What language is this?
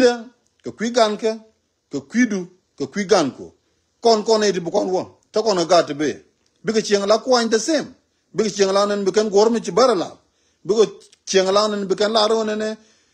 Nuer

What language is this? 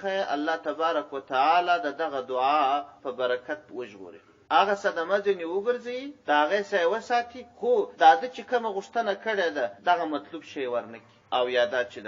Pashto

